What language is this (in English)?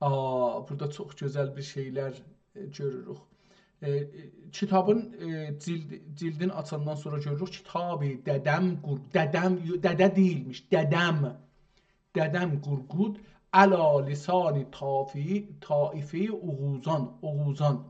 South Azerbaijani